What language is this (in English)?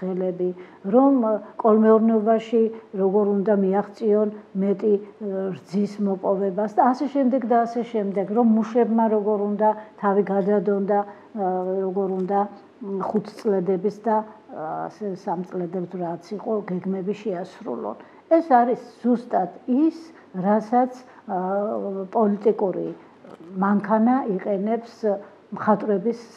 Georgian